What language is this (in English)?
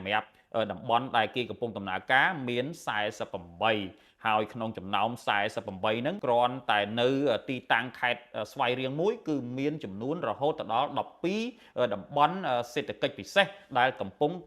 Khmer